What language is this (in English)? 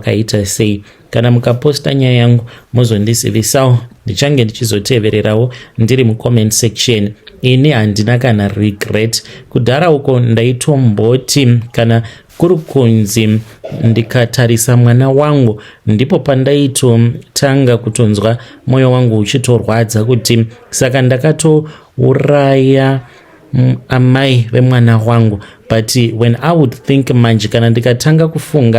Shona